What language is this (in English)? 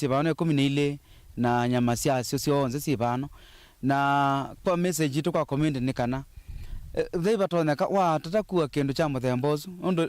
Kamba